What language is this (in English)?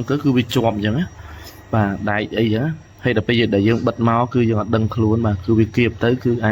Khmer